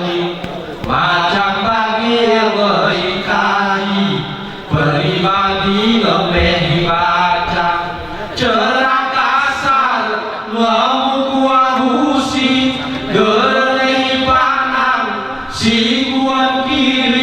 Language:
Gayo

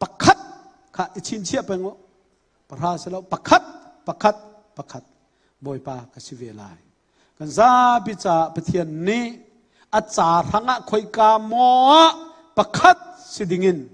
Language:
Hakha Chin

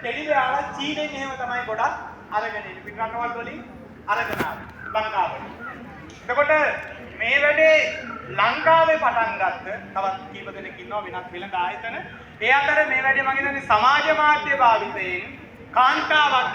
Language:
Sinhala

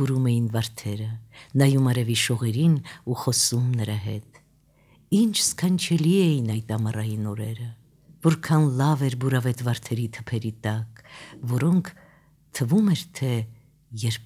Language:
Armenian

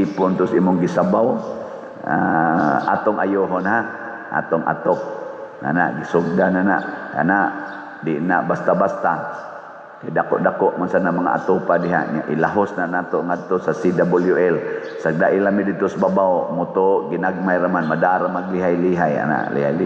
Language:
Cebuano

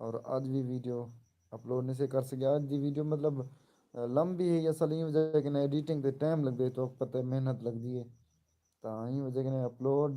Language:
Saraiki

